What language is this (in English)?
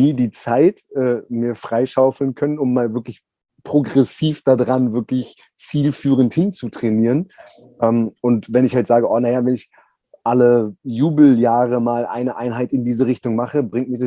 German